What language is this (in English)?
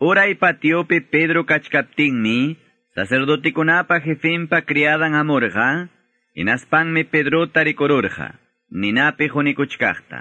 Quechua